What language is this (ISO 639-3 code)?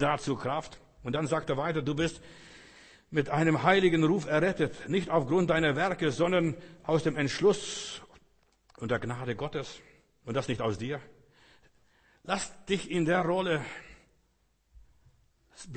deu